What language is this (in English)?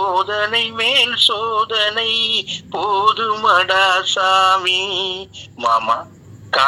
Tamil